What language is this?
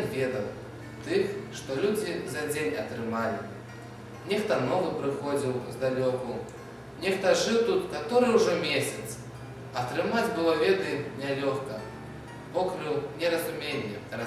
Belarusian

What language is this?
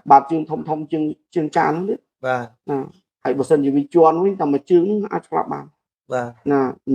Khmer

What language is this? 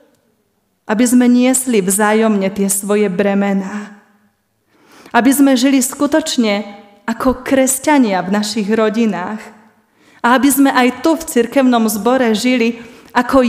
Slovak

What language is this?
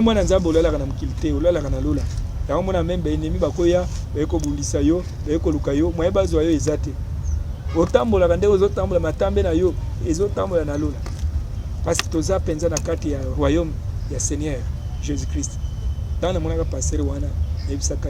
Lingala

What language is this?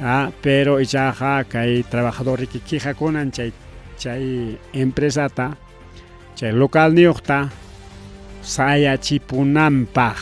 Ayacucho Quechua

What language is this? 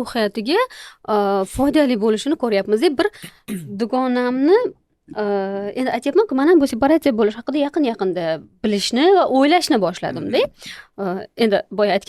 Uzbek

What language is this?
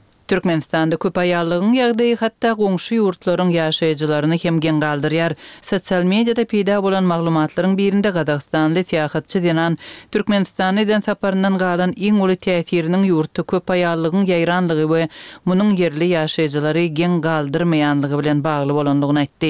Turkmen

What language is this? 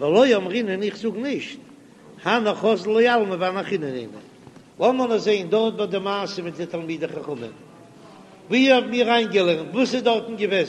Yiddish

